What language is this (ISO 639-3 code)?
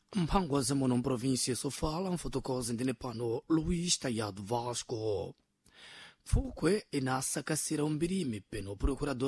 seh